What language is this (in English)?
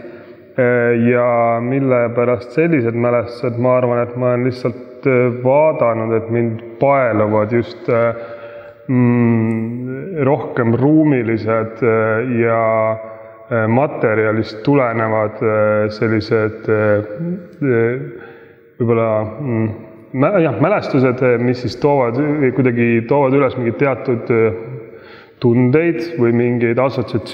Estonian